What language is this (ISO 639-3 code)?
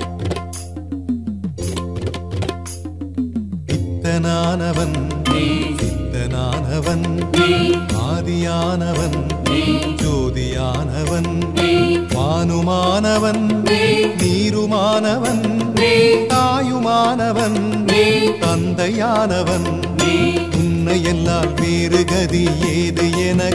tam